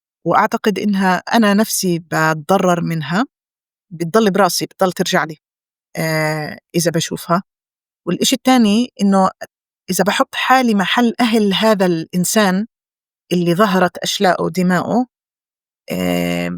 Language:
North Levantine Arabic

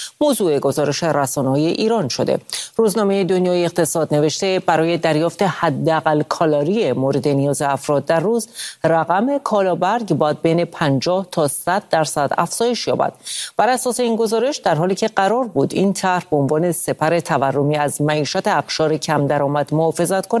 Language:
Persian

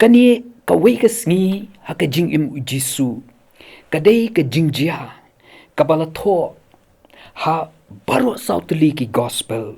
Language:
Khasi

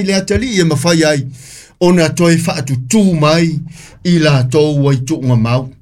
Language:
Samoan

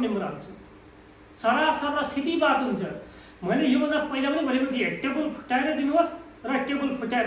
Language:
Nepali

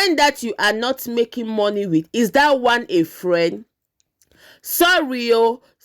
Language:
Nigerian Pidgin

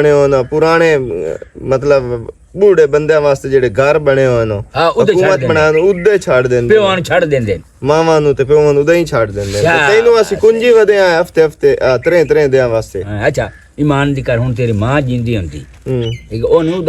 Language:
Western Panjabi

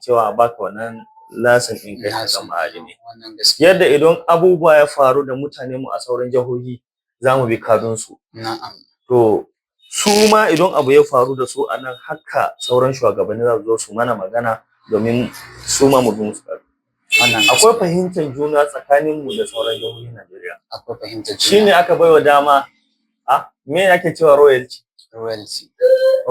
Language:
Hausa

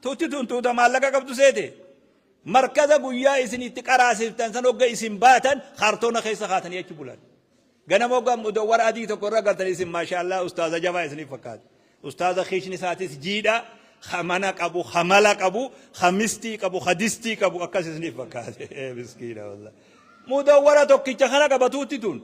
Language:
Oromo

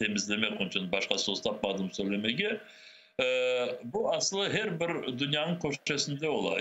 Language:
Crimean Tatar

